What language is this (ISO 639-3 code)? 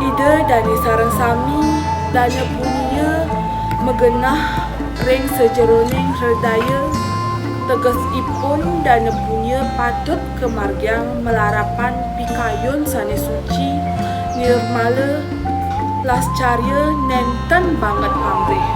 ban